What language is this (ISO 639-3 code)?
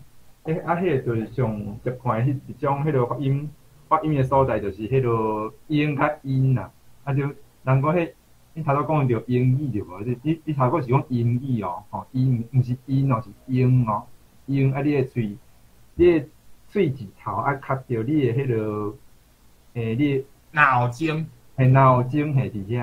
nan